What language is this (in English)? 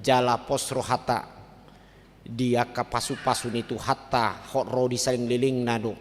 Batak Toba